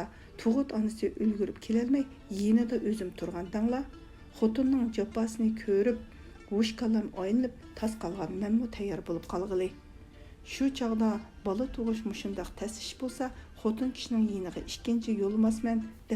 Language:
Uyghur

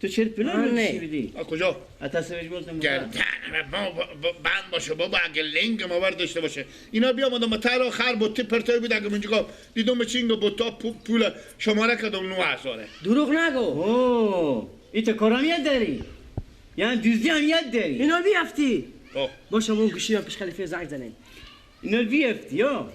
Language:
Persian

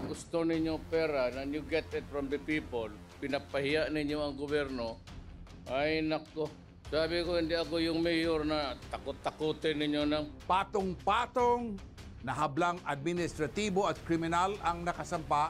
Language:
Filipino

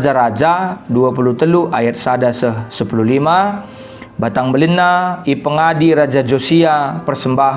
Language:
Batak Karo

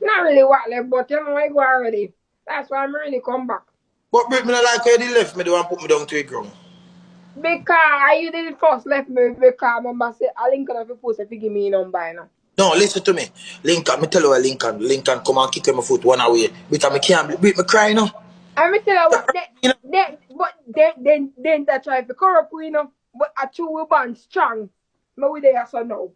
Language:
Jamaican Creole English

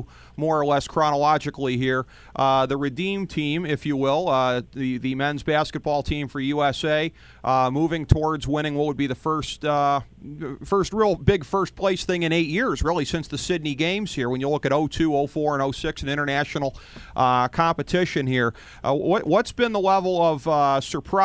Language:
English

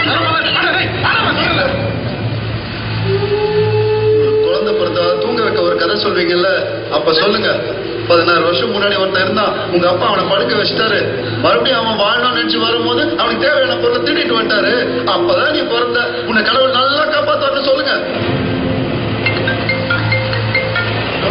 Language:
Tamil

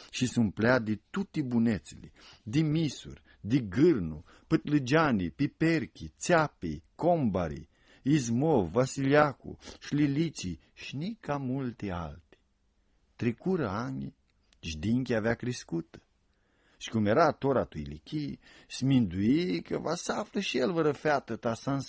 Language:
Aromanian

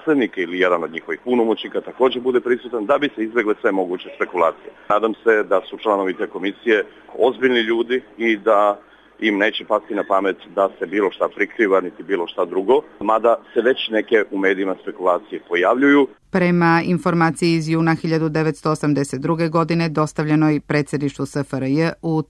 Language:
Serbian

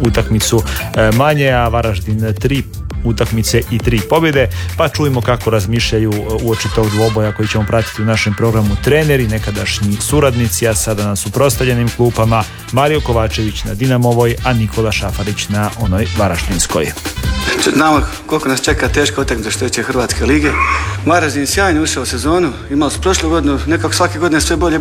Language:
Croatian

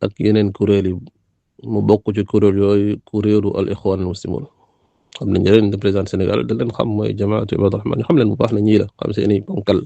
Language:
Wolof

